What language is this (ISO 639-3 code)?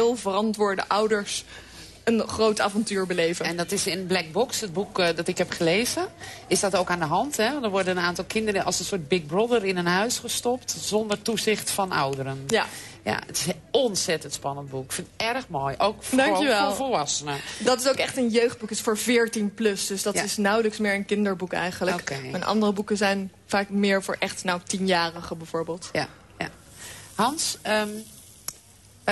nld